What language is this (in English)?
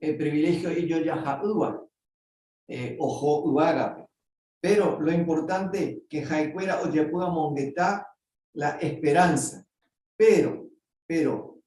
Guarani